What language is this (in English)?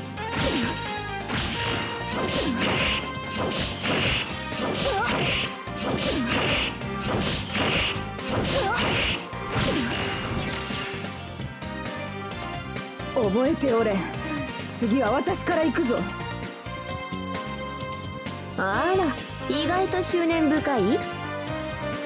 Japanese